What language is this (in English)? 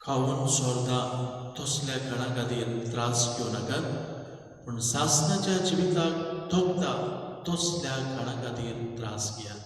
Konkani